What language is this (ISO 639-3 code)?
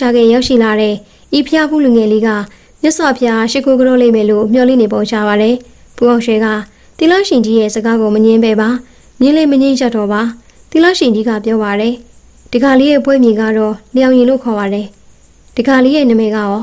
mya